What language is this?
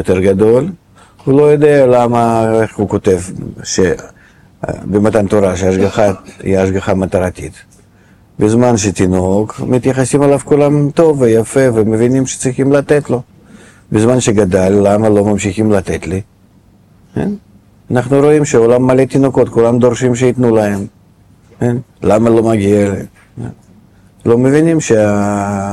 Hebrew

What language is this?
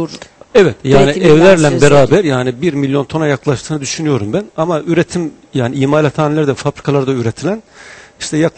Turkish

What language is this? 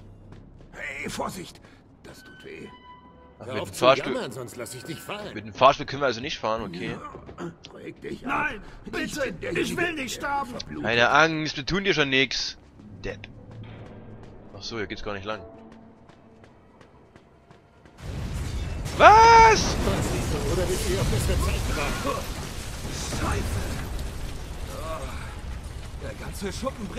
German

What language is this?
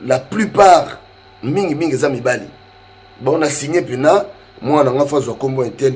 Lingala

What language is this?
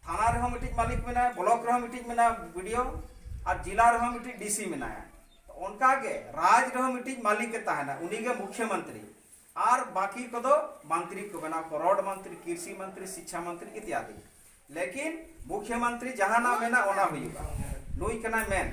Santali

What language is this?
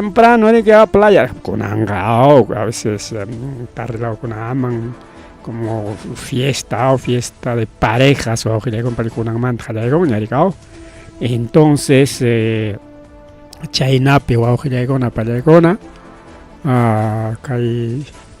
Ayacucho Quechua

